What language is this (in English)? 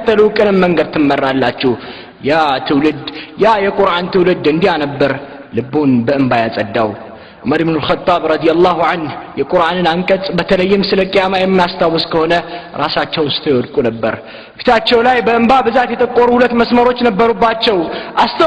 Amharic